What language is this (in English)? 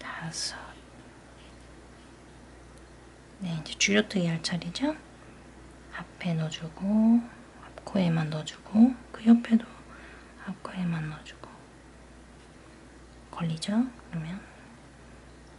Korean